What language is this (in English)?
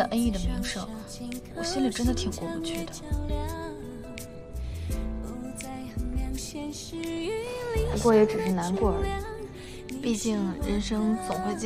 Chinese